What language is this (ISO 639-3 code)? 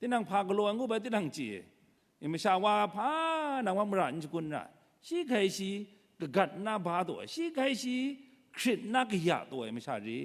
kac